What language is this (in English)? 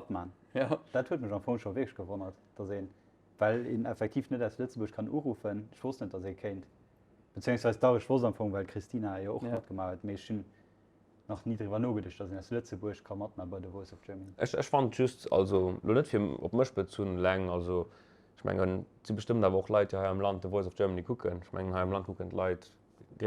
Luxembourgish